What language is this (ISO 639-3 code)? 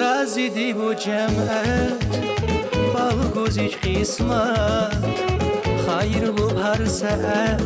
tab